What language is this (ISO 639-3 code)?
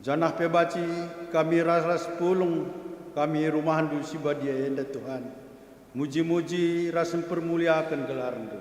btx